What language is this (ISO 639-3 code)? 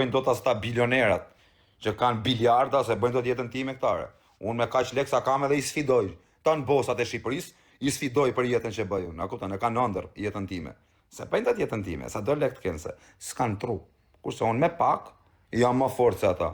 sqi